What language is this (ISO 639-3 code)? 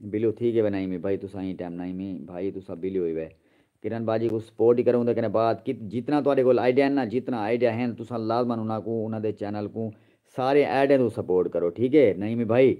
skr